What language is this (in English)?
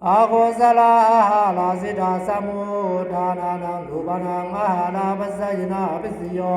Pali